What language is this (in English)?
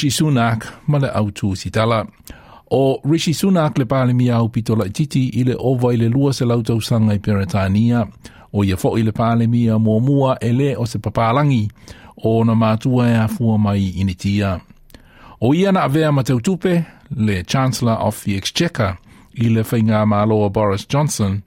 Samoan